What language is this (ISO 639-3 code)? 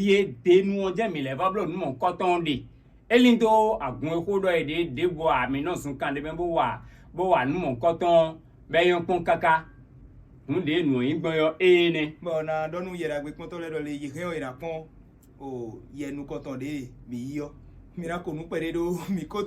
fon